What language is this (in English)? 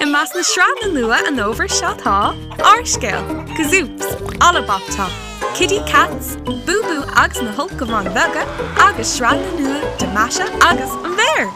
Irish